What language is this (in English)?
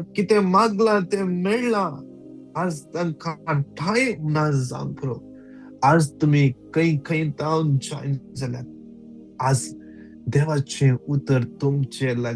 Konkani